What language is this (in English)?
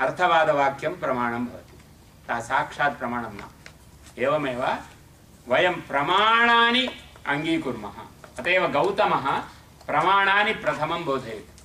Sanskrit